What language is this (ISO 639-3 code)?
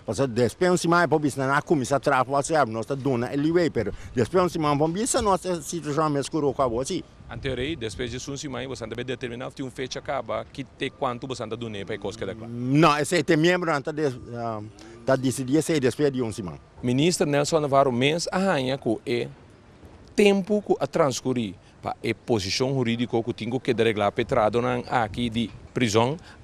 pap